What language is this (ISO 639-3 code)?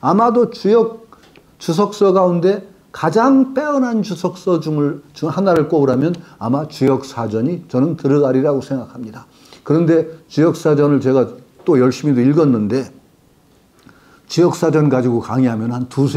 kor